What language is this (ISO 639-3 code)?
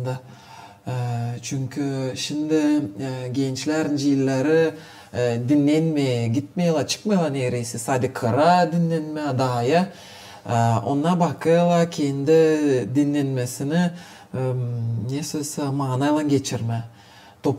gag